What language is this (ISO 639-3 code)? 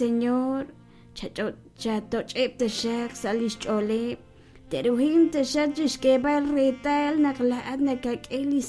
kek